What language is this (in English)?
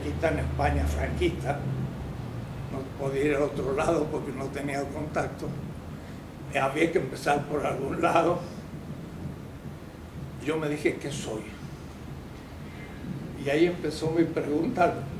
Spanish